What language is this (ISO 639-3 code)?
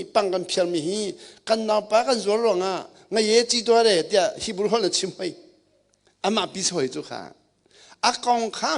cnh